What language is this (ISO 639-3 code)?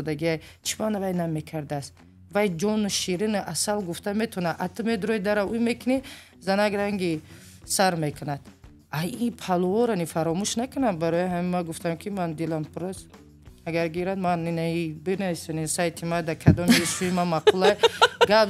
tgk